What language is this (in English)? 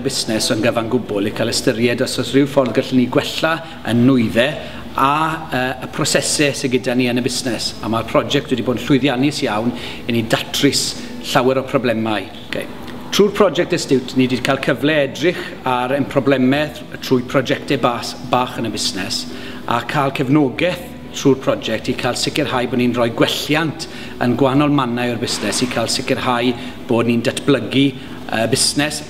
Welsh